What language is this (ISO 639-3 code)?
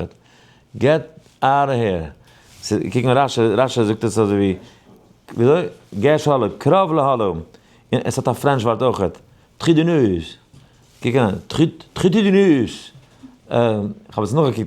yid